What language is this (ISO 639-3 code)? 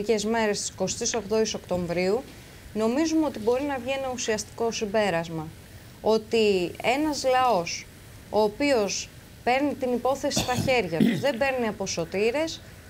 ell